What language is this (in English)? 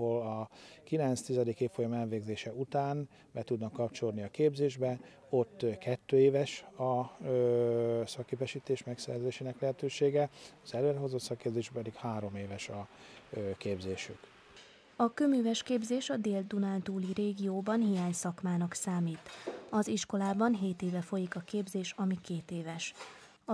Hungarian